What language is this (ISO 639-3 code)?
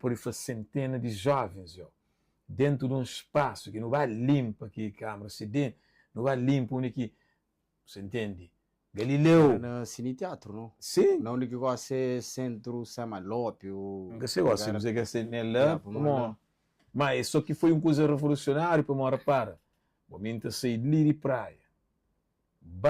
kea